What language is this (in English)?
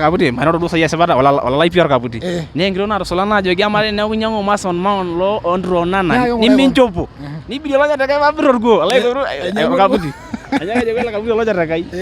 Masai